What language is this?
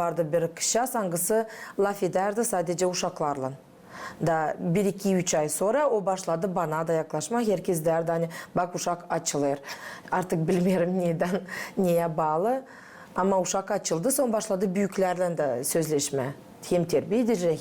Gagauz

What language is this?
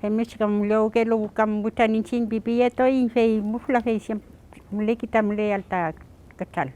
Mapuche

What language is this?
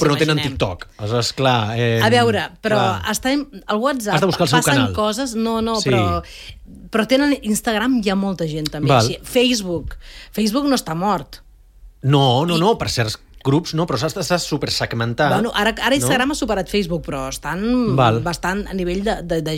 Catalan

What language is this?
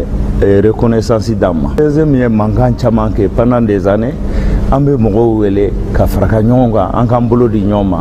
Bambara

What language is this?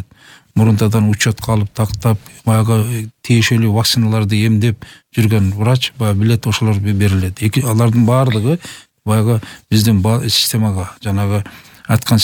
Kyrgyz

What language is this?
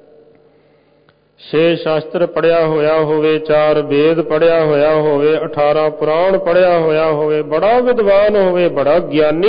Punjabi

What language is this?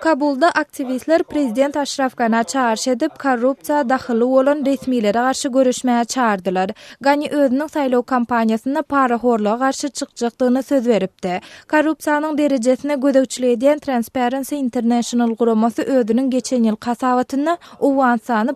Turkmen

